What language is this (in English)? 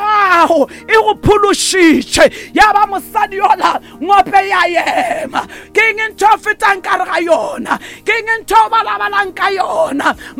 Northern Sotho